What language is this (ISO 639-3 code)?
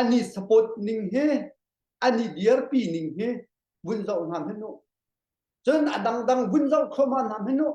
cnh